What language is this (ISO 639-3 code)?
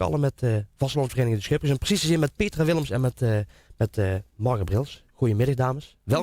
lim